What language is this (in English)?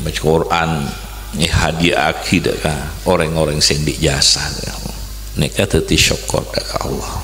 Madurese